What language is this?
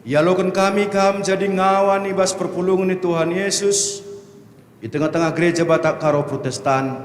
Batak Karo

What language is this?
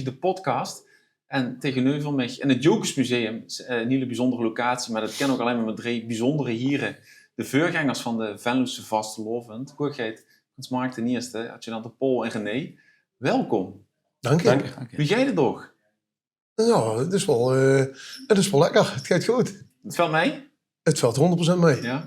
Limburgish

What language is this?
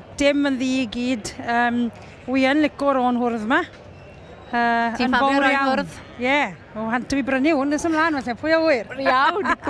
Welsh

